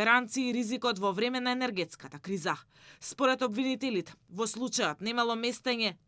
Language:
Macedonian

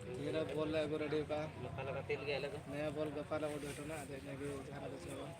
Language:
Santali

